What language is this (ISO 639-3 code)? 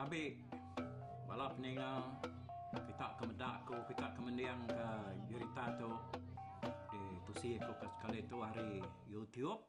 iba